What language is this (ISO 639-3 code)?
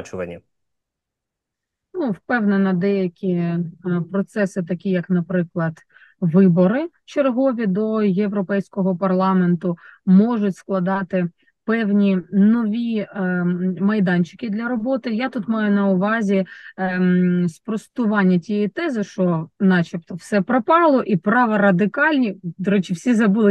ukr